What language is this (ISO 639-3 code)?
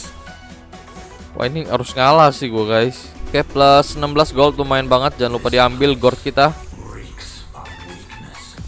ind